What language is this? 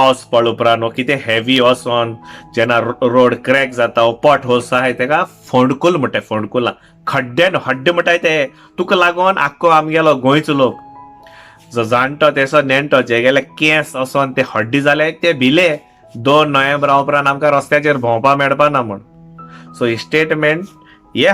Konkani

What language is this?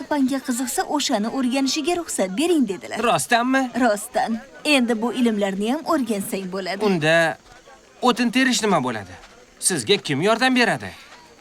Uzbek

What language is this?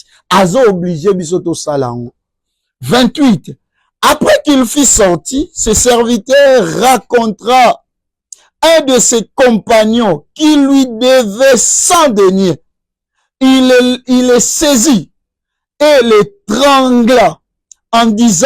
Lingala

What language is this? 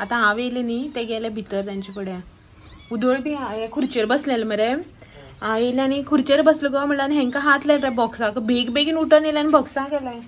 Konkani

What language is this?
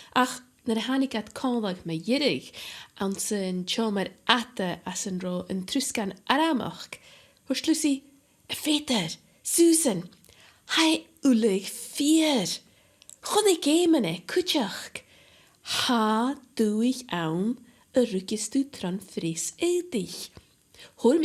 Scottish Gaelic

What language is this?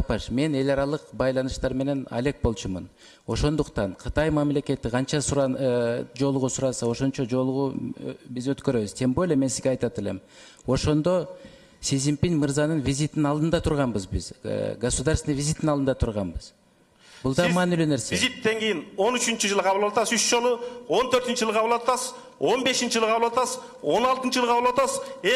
Kyrgyz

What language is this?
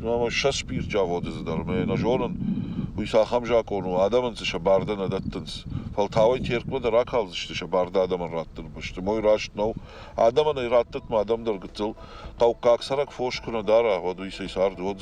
Ossetic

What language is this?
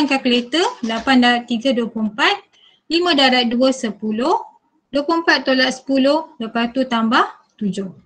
Malay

